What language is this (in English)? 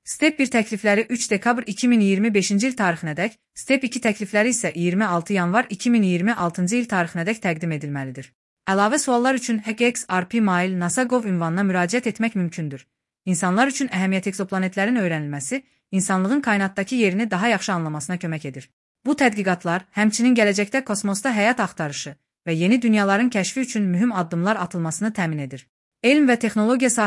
Azerbaijani